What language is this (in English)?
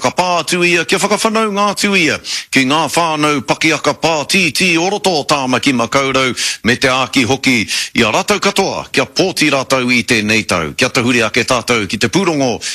Māori